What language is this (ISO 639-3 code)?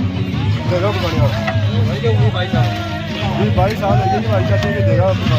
phr